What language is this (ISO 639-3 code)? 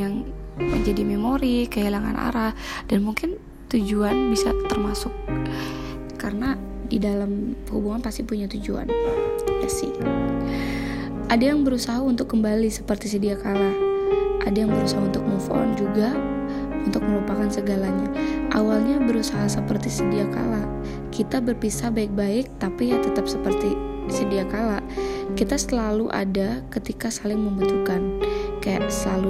ind